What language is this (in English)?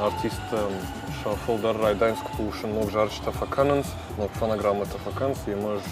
Ossetic